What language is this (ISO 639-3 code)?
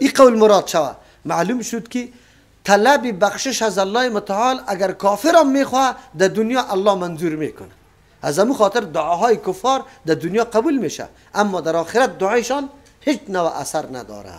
fas